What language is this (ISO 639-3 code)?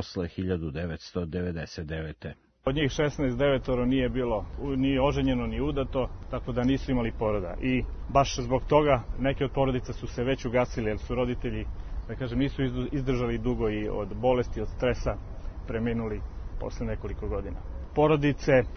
srp